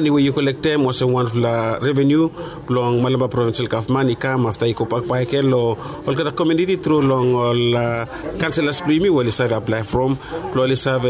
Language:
Bislama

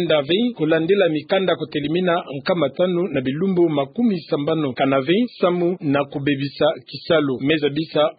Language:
Kituba (Democratic Republic of Congo)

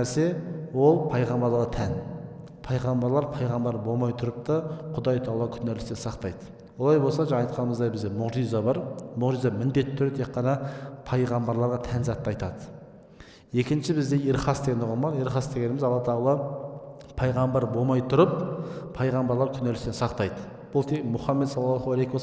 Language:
Kazakh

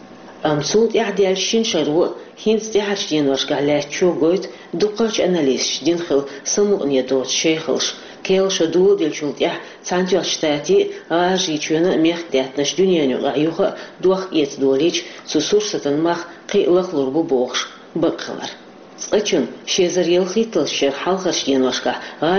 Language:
Chechen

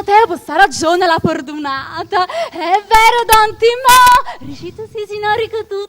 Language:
Neapolitan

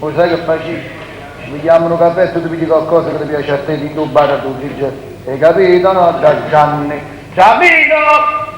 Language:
Neapolitan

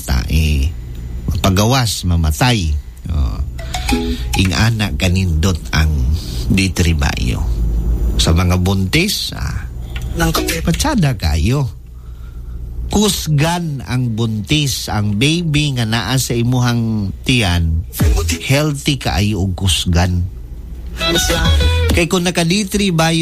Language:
Cebuano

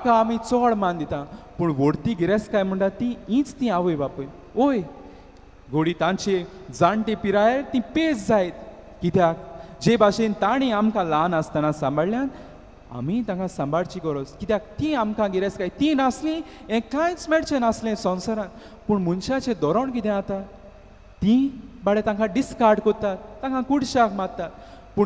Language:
Konkani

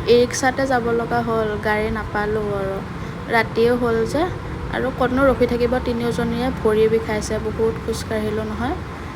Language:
Assamese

